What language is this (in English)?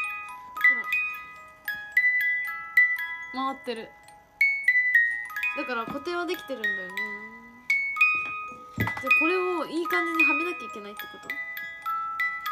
Japanese